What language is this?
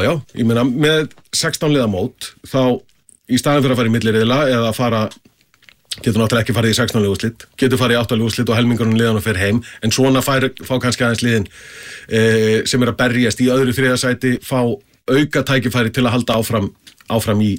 Icelandic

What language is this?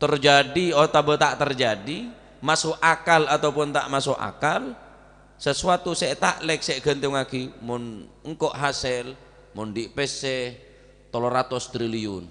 Madurese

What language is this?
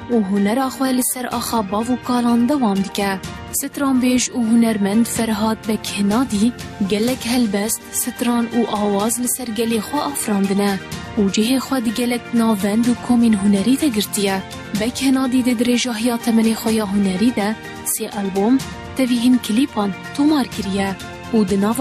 Kurdish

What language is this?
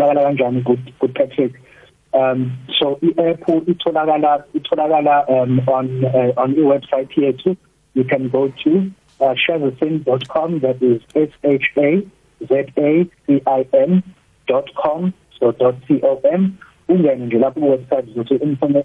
South Ndebele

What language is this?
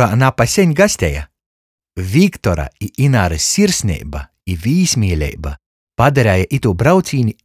Latgalian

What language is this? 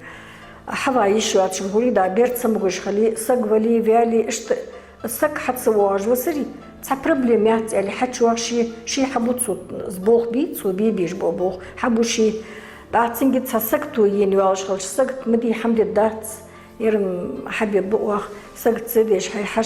Ingush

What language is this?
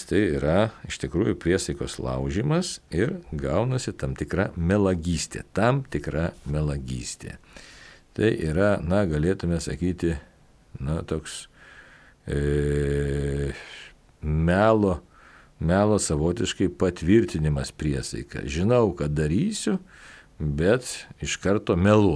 Lithuanian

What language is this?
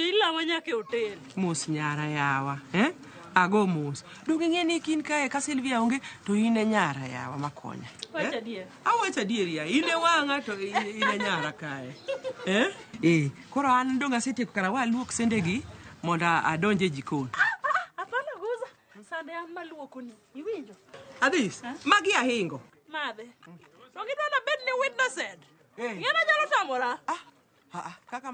Luo (Kenya and Tanzania)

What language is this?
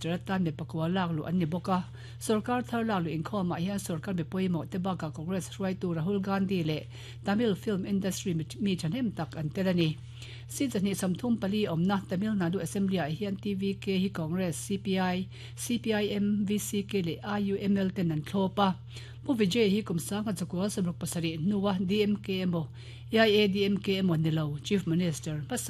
Mizo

